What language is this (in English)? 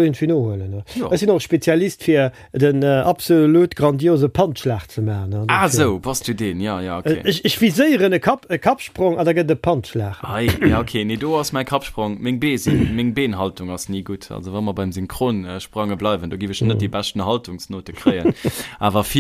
Luxembourgish